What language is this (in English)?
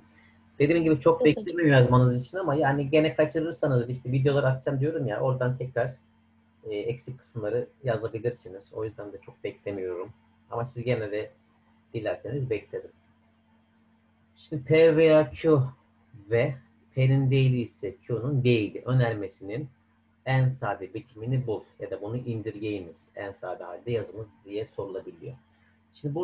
Turkish